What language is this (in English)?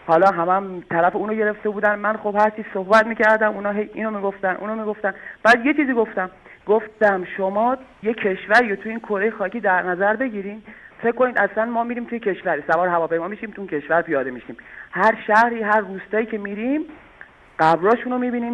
Persian